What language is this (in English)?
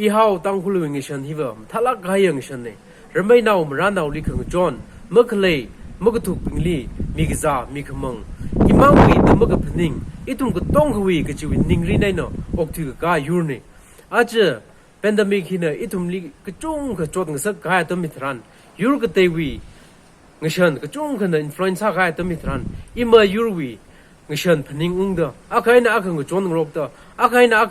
Tangkhul Naga (India)